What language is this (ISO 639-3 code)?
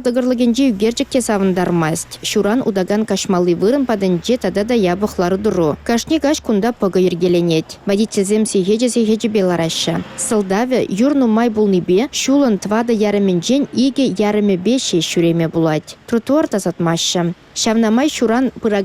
chv